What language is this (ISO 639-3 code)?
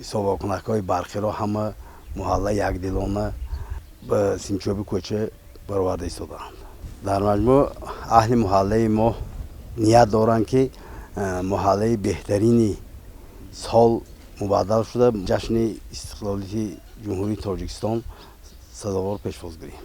tgk